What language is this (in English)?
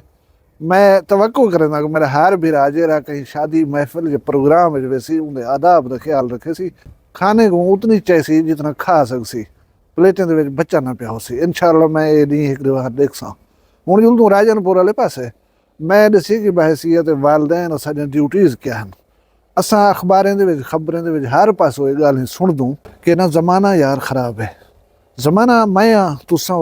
Saraiki